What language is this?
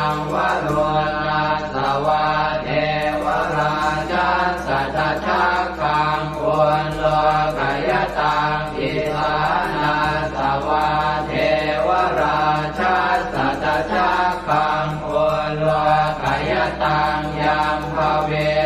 Pali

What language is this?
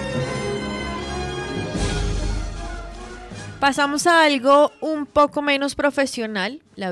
Spanish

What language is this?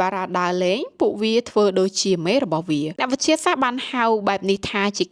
Khmer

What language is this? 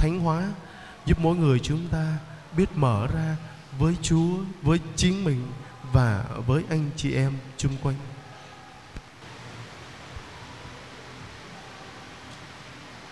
Vietnamese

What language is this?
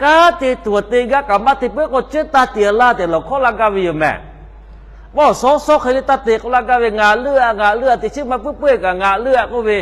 Lahu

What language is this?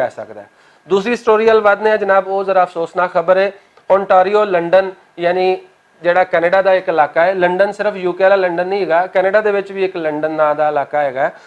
Western Panjabi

